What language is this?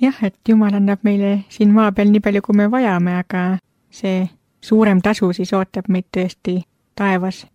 Estonian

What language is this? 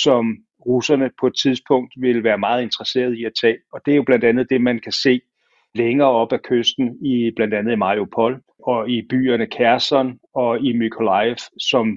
Danish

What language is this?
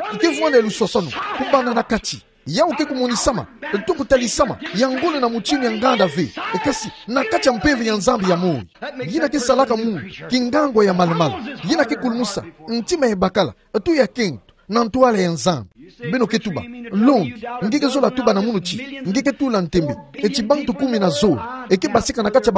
Kituba (Democratic Republic of Congo)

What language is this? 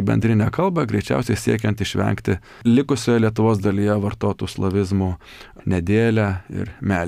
Lithuanian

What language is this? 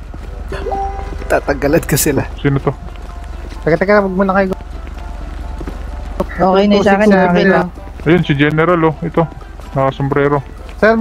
Filipino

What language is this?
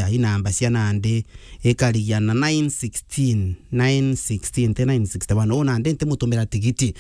Meru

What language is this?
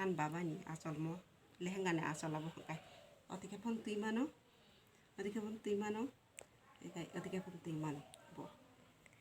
Kok Borok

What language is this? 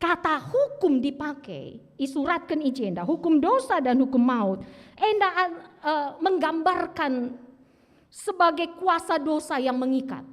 Batak Karo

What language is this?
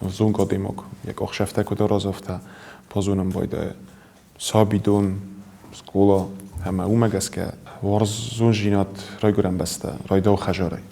Ossetic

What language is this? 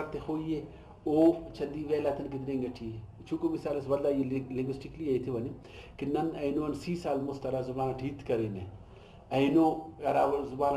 Brahui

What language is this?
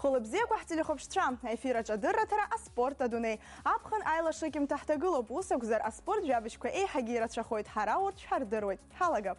Abkhazian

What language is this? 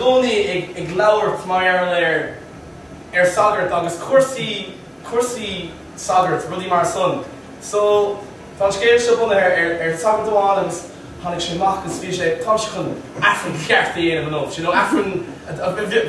Irish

